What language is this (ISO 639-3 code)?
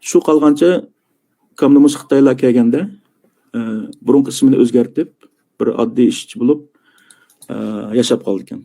uig